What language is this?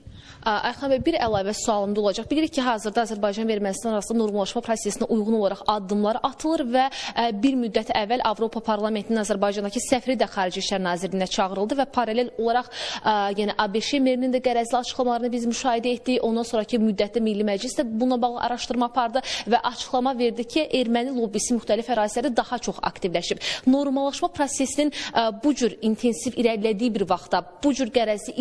Azerbaijani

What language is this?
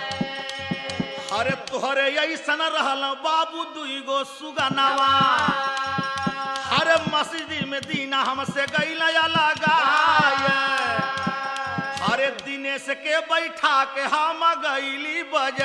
Bhojpuri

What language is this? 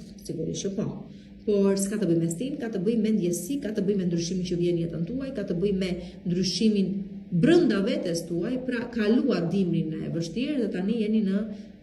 Albanian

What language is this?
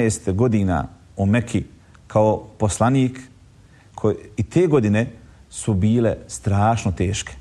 Bosnian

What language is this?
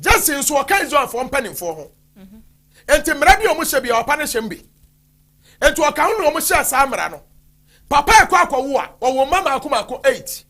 Akan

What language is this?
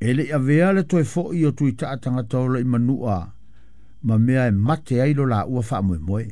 Samoan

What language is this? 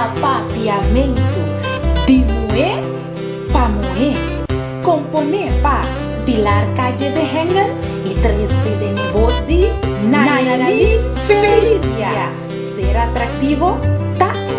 Papiamento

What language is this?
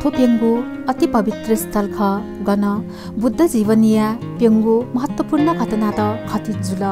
Newari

